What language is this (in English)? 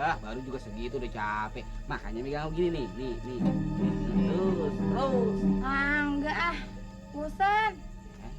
Betawi